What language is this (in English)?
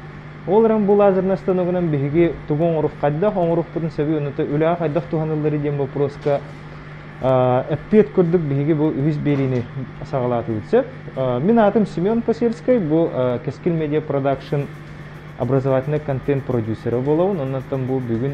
Yakut